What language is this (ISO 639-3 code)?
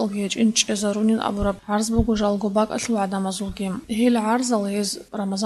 ava